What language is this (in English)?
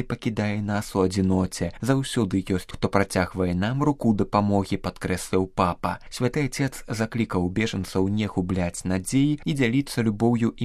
Belarusian